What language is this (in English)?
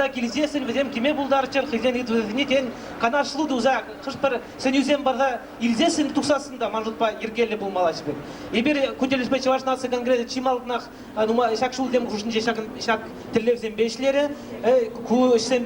Chuvash